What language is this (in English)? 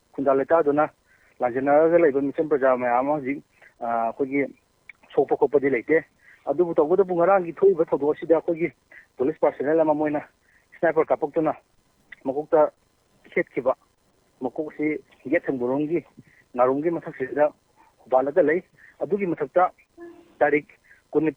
Manipuri